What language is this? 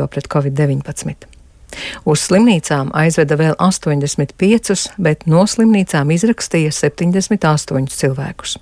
Latvian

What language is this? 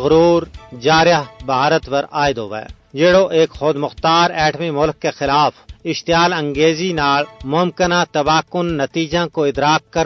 Gujari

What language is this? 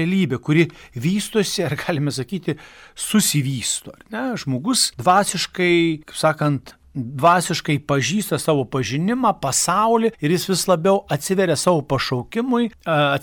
Lithuanian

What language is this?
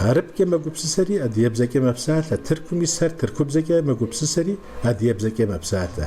Kabardian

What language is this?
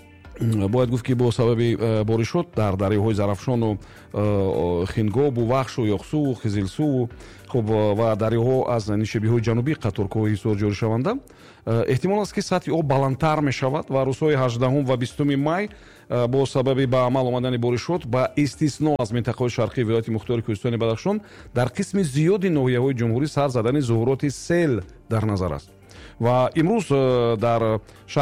Tajik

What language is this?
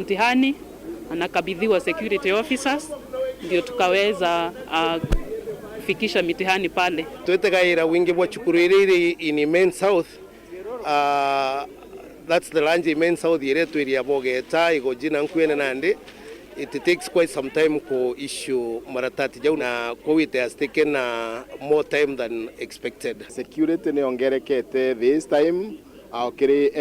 Meru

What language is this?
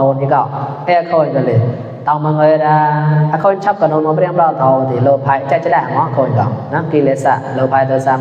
Mon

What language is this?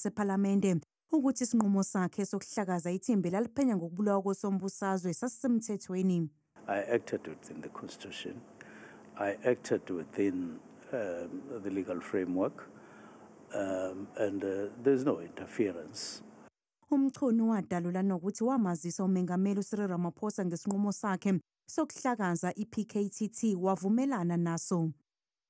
Zulu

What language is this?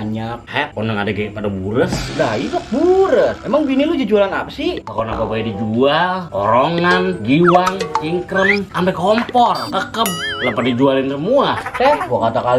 Betawi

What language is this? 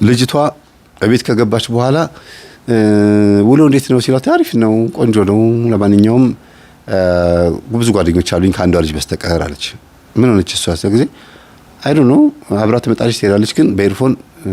Amharic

